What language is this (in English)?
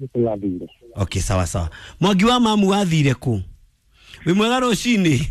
Kikuyu